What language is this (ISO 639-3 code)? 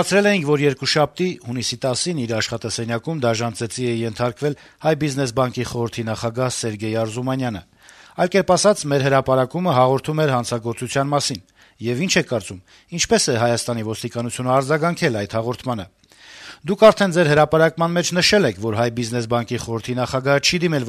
hye